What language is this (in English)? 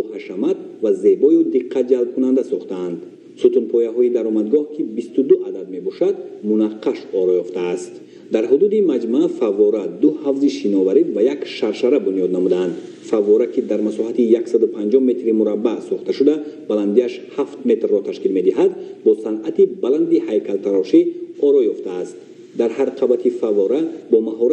Tajik